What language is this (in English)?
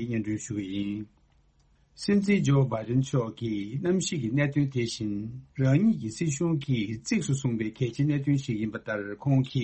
Tibetan